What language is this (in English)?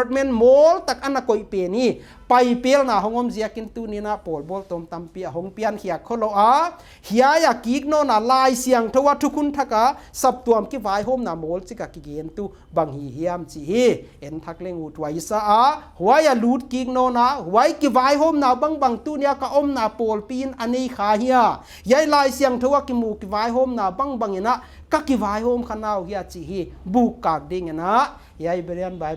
Paite Chin